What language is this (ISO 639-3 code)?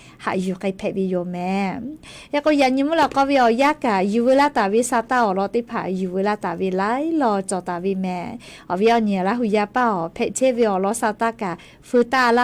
lhu